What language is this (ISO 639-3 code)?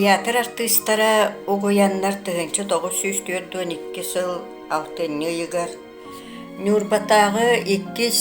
sah